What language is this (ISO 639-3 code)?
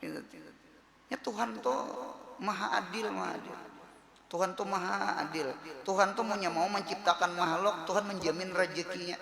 bjn